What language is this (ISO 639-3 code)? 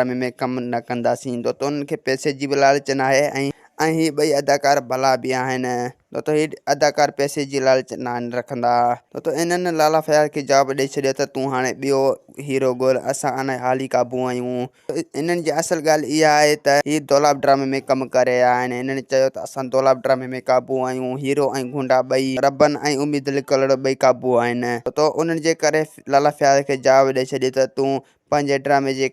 snd